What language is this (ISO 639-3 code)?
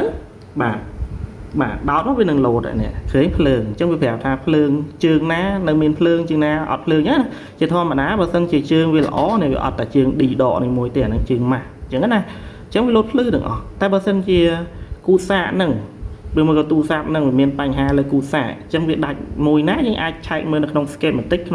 khm